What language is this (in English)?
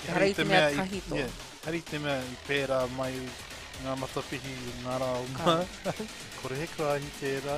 Māori